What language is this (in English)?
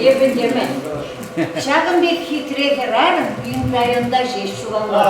Chuvash